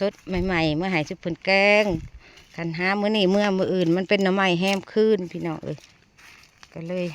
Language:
Northeastern Thai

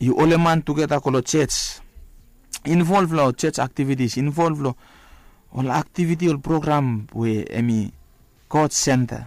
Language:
Bislama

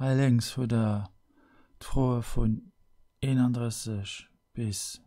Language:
Luxembourgish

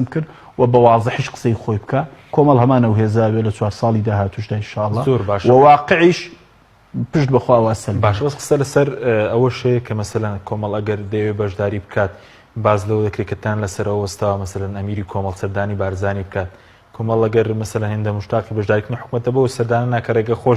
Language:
Central Kurdish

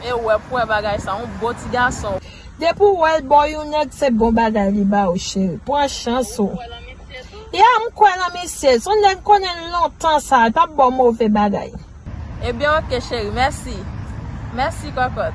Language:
Haitian Creole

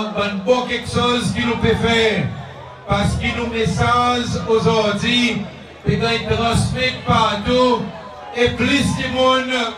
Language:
Seselwa Creole French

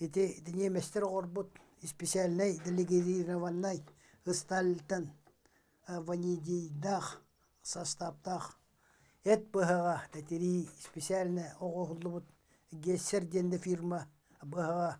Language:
Yakut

